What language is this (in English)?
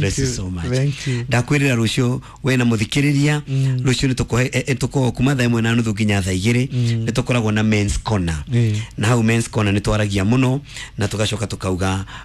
Kikuyu